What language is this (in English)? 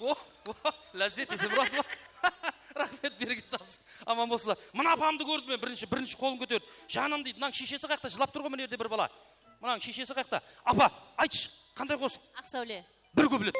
Kara-Kalpak